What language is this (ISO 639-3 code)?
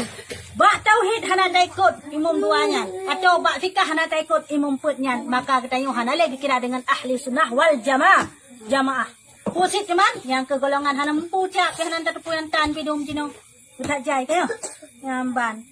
ace